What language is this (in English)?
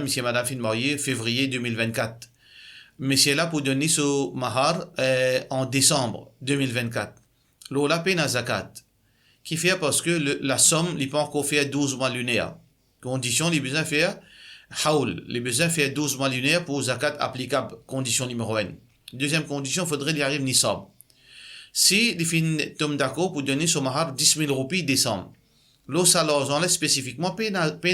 Morisyen